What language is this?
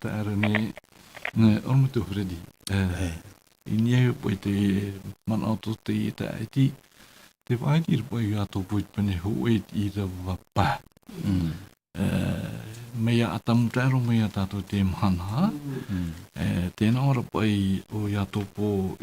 Tahitian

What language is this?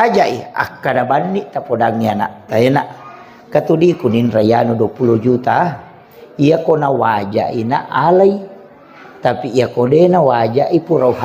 Buginese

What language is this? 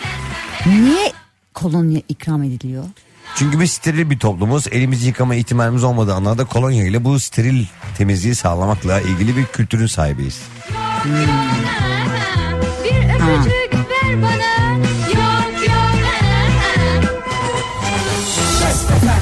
Turkish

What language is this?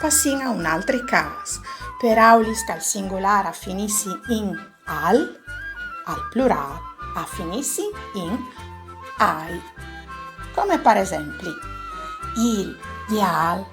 Friulian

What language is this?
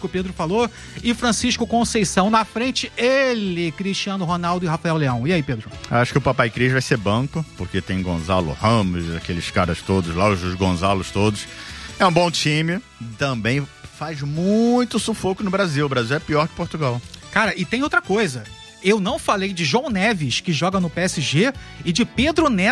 Portuguese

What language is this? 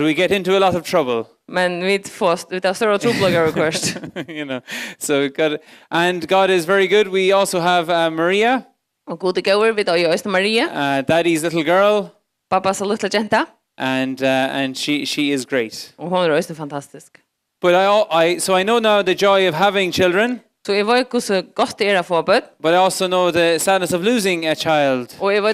Faroese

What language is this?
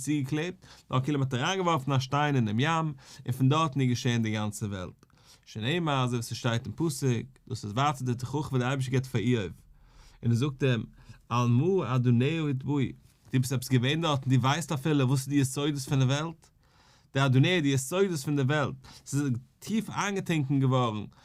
Yiddish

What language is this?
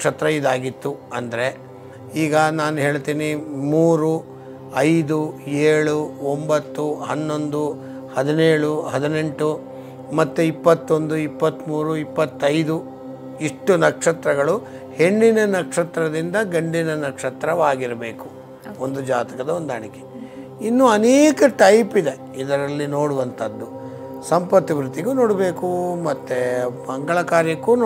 Kannada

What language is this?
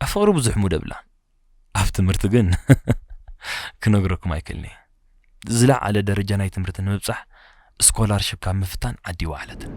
Tigrinya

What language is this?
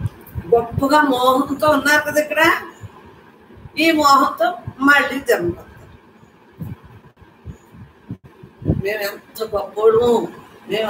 Telugu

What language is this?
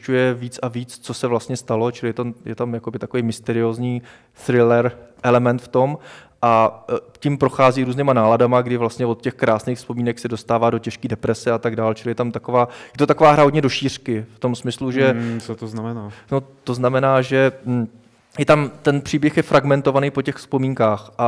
Czech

